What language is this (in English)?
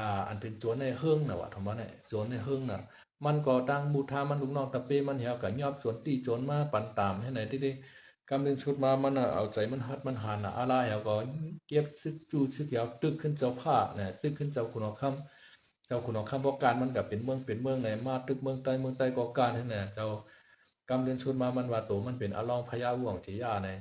Shan